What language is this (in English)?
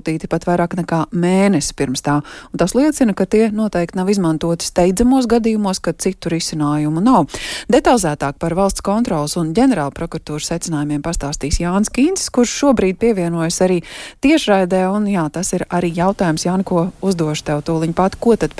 Latvian